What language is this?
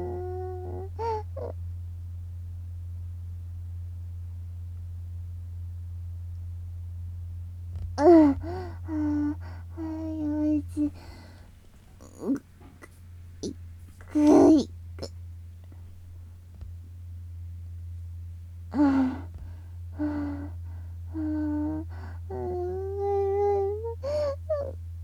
Japanese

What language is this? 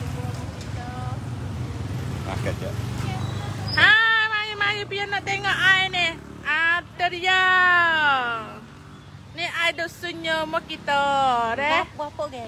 Malay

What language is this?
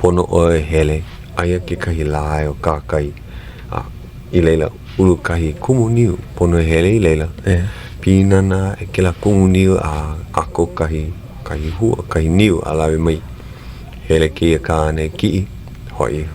Hawaiian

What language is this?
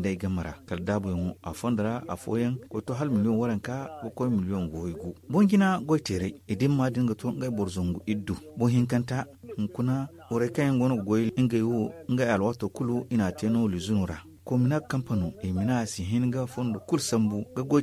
Zarma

